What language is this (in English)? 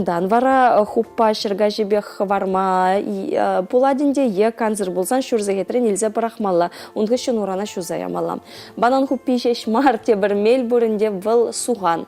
Chuvash